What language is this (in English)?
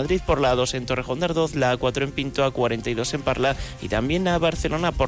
Spanish